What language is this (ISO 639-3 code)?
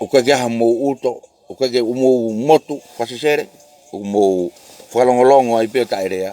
ton